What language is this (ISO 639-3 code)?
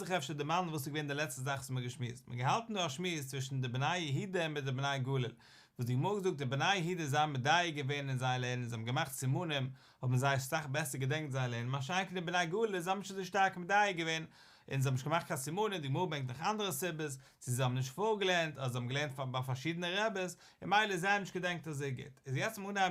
yid